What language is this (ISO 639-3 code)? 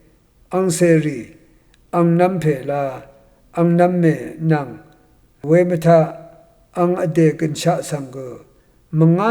raw